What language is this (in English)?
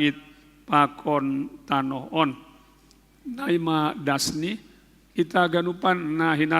Batak Simalungun